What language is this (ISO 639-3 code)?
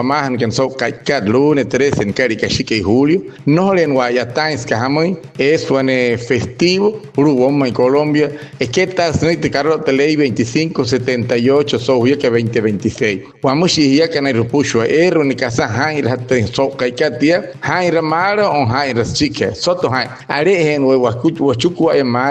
guc